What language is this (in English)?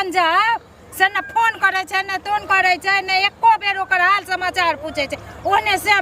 Maithili